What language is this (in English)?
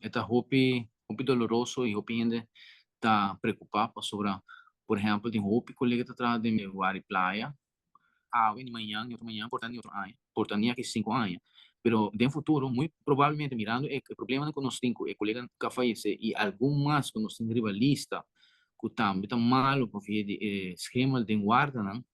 Papiamento